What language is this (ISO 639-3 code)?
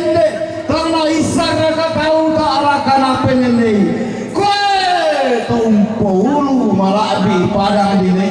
sda